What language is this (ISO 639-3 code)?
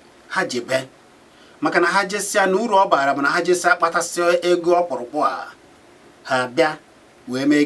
ibo